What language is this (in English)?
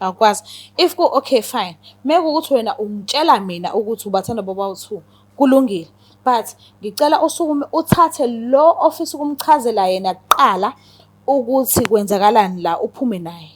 Zulu